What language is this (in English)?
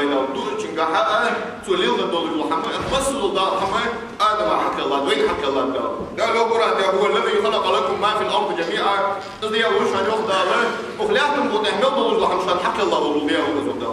Ingush